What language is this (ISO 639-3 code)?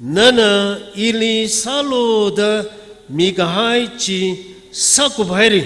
nmf